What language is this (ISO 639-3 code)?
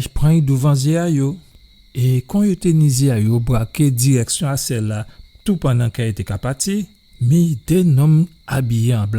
gcf